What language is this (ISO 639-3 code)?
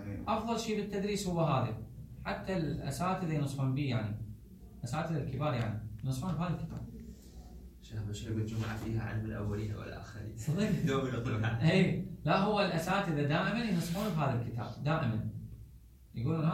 acm